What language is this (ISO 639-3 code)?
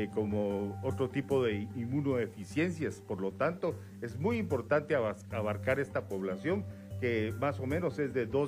spa